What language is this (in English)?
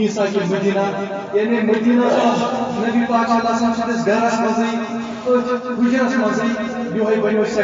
Kashmiri